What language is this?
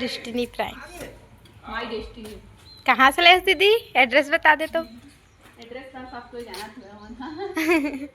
Chhattisgarhi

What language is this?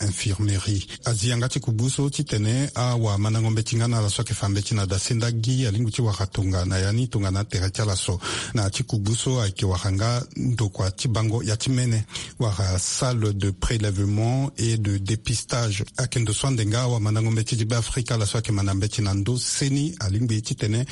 Sango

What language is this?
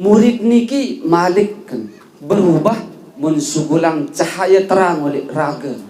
Sasak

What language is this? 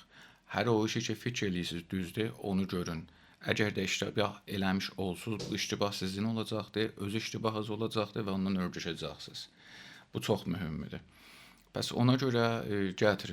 South Azerbaijani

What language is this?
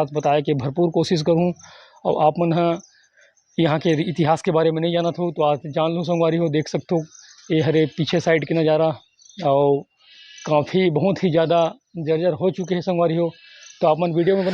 Chhattisgarhi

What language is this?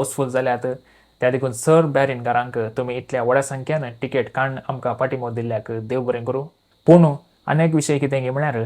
Konkani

